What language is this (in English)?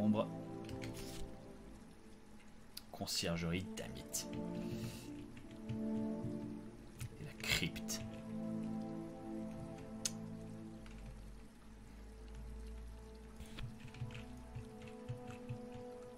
French